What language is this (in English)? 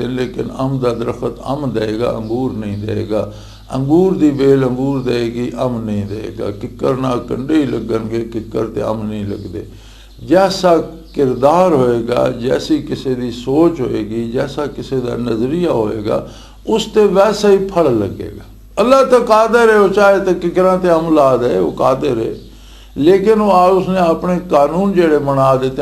Western Panjabi